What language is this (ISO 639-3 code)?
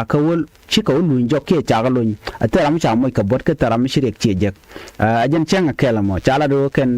nus